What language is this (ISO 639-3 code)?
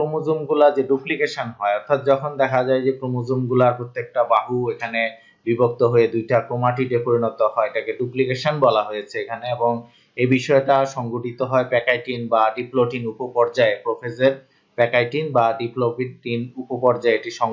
ben